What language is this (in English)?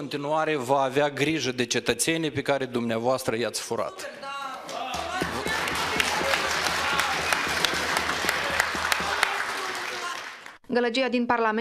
Romanian